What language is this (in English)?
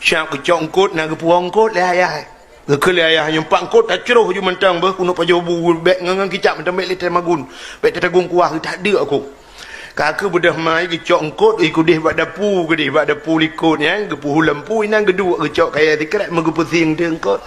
Achinese